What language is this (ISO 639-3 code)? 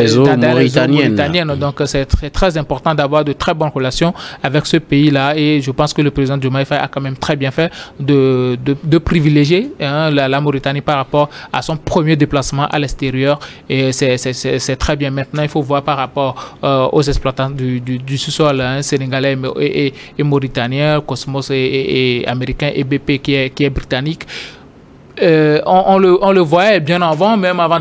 fra